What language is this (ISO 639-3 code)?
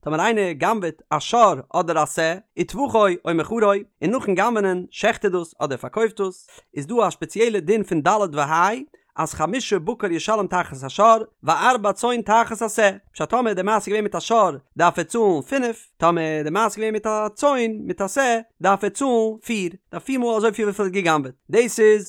yid